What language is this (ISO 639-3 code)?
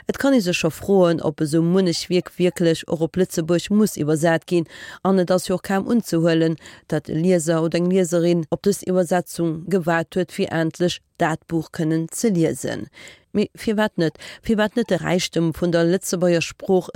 ltz